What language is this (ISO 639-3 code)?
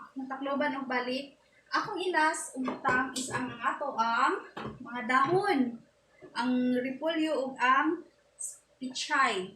ceb